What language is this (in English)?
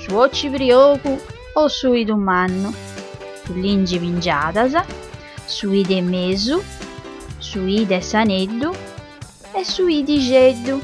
Sardinian